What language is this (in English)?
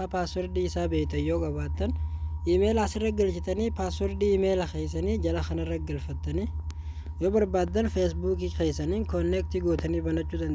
Oromo